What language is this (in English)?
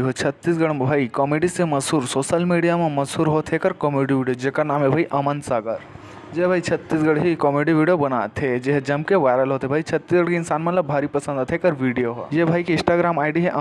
Chhattisgarhi